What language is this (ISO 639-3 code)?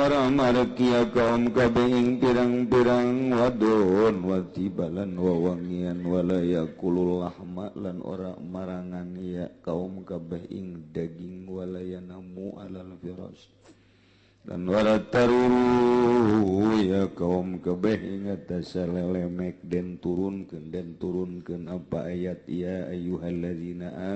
sun